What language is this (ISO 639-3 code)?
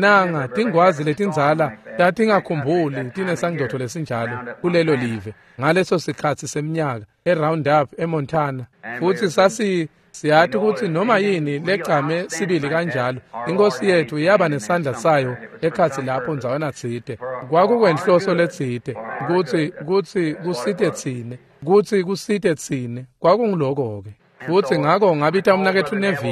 ssw